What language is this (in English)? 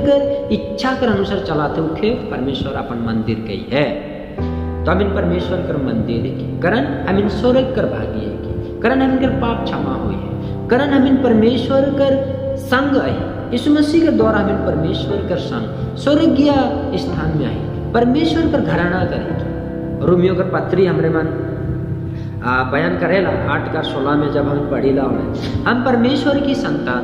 Sadri